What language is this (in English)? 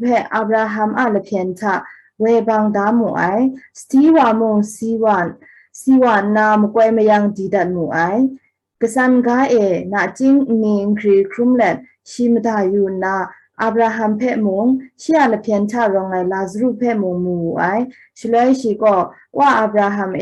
Kachin